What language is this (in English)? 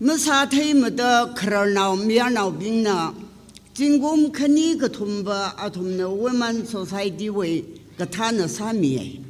Tangkhul Naga (India)